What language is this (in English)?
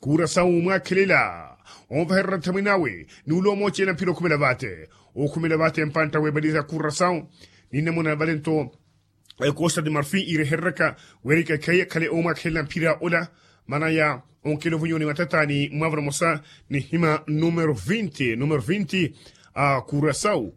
Makhuwa